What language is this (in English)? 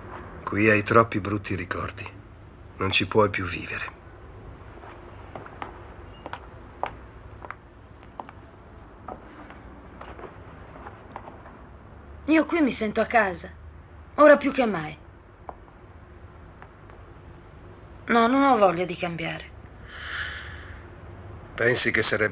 Italian